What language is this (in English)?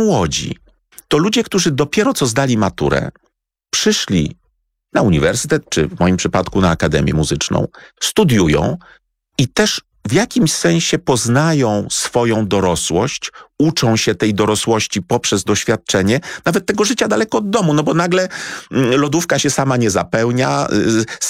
Polish